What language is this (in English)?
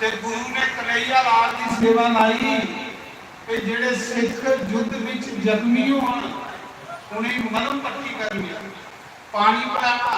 Dogri